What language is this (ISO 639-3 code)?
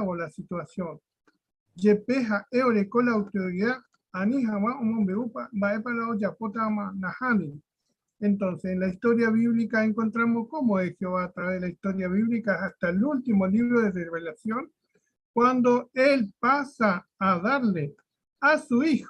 grn